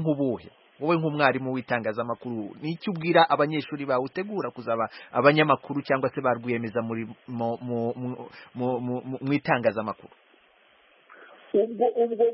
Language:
Kinyarwanda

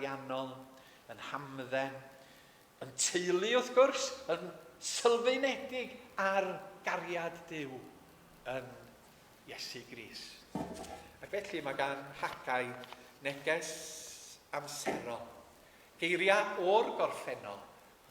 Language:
Welsh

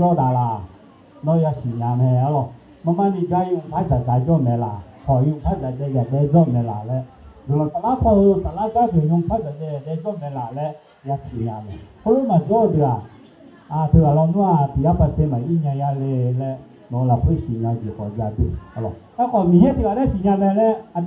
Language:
Akha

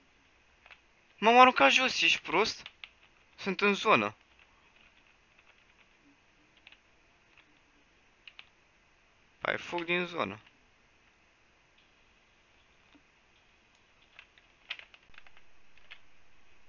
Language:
Romanian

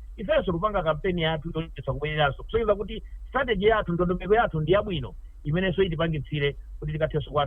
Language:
Nyanja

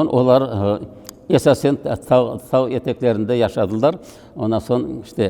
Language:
Crimean Tatar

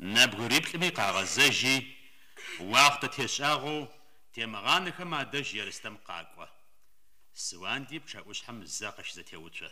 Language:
Adyghe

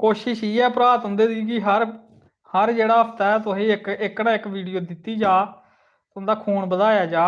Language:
Dogri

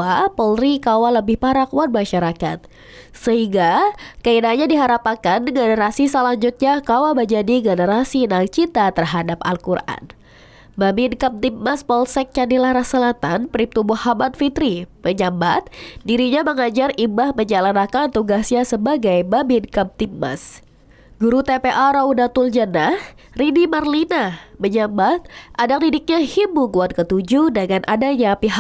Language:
Banjar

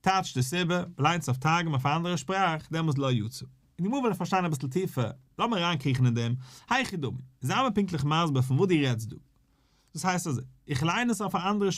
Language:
Yiddish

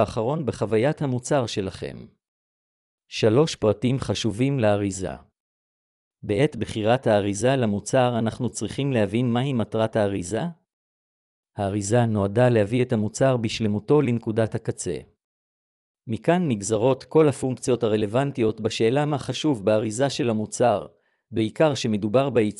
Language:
Hebrew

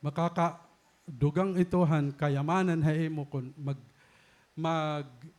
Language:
Waray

